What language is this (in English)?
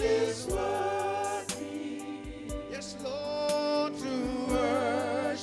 Fijian